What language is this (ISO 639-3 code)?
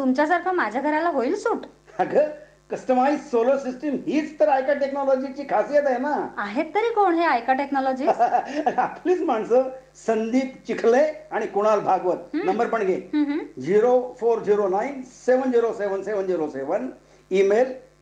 mar